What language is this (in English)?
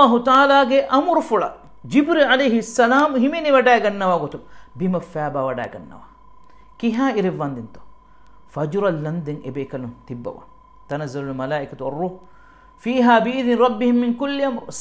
Divehi